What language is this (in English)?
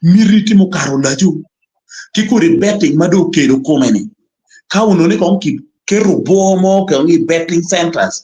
Acoli